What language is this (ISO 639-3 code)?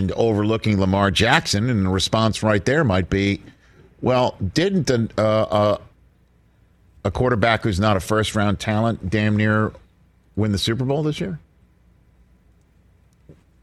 eng